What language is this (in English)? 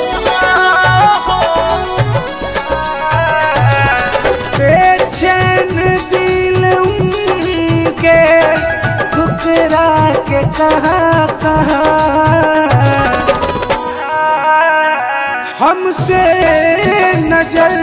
Bhojpuri